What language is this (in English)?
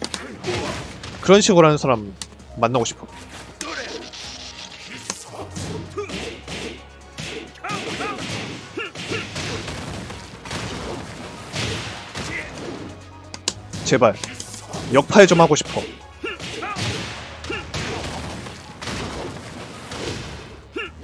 Korean